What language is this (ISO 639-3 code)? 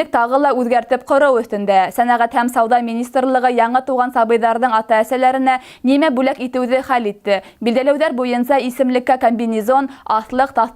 bak